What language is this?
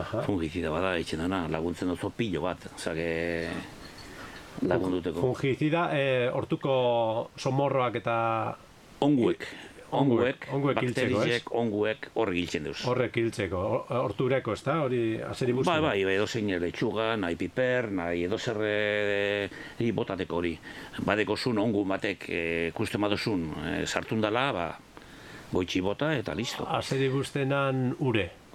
Basque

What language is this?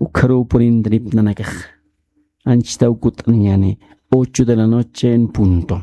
Aymara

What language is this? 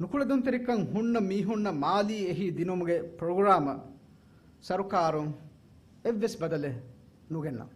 Divehi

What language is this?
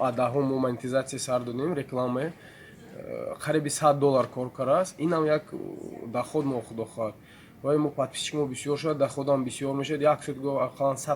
Tajik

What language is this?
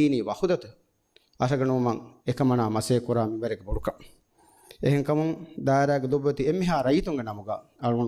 Divehi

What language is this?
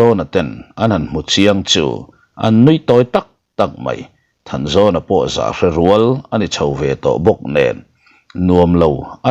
Mizo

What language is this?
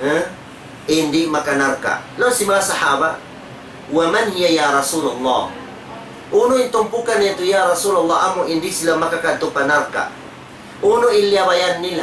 Tausug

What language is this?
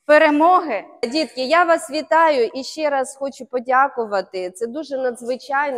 Ukrainian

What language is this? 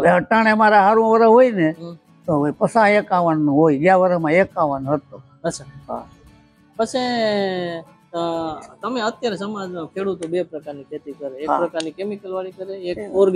Gujarati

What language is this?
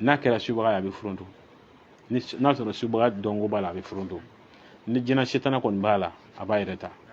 Bambara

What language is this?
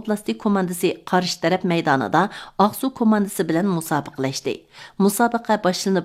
Uyghur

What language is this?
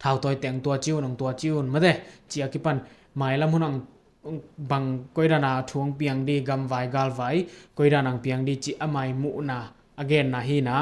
Tedim Chin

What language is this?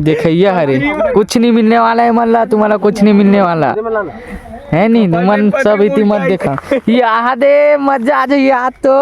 Chhattisgarhi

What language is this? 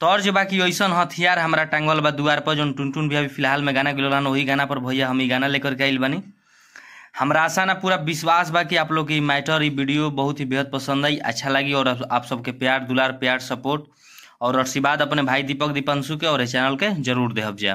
Bhojpuri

